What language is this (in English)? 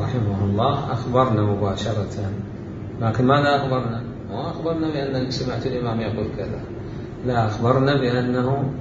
Mesopotamian Arabic